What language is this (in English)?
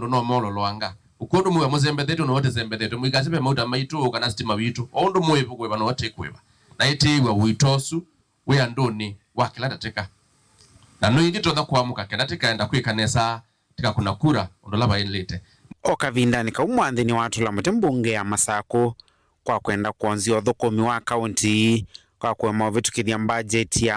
Kamba